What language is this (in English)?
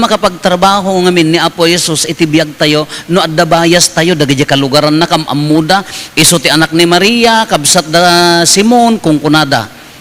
Iloko